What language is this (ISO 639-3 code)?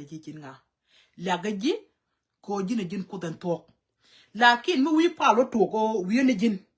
nus